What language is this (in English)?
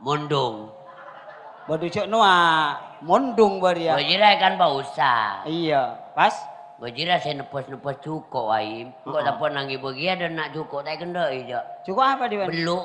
Madurese